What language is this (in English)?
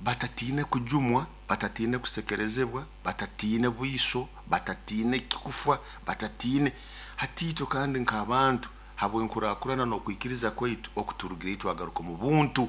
Nyoro